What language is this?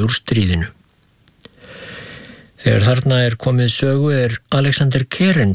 Icelandic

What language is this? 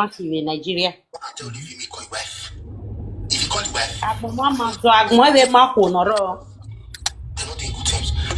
Nigerian Pidgin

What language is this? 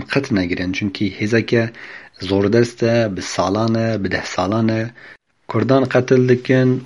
Kurdish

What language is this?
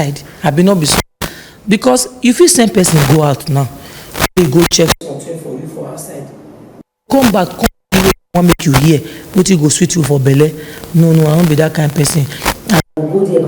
Nigerian Pidgin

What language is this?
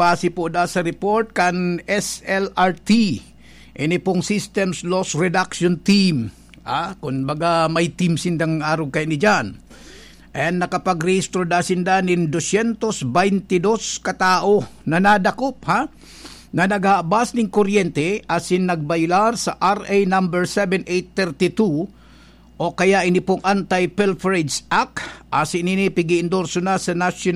Bikol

